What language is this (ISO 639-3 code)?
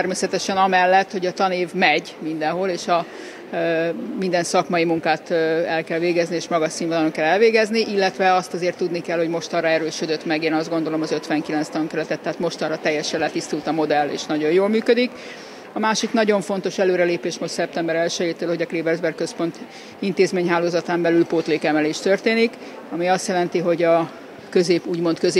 hun